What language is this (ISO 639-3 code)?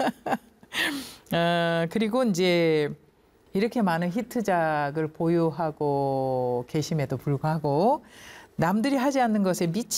kor